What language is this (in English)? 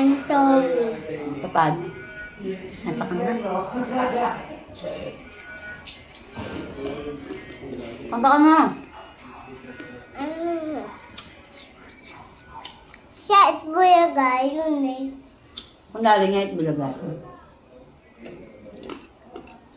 Filipino